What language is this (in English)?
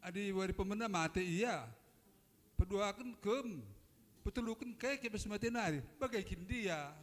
Batak Karo